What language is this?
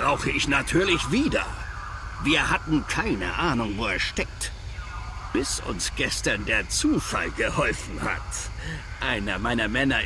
Bavarian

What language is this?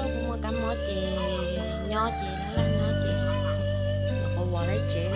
Hmong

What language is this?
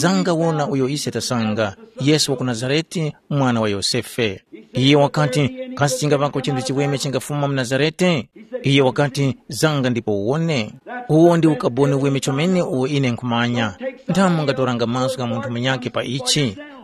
Tumbuka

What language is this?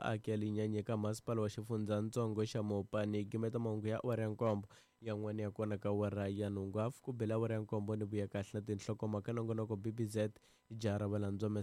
Tsonga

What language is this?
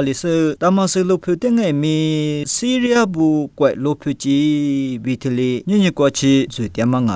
Lisu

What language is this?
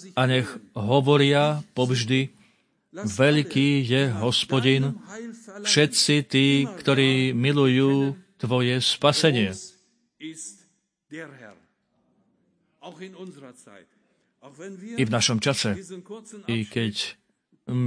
Slovak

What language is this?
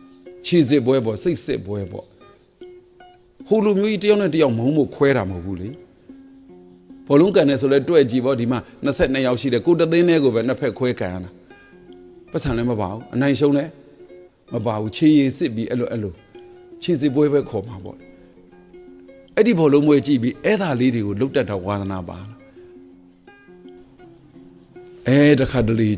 Burmese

